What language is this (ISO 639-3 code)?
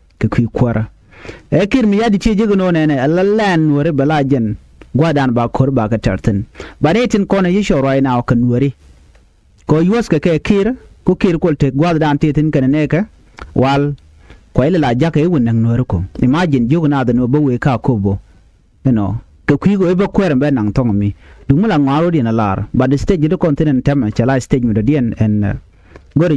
nus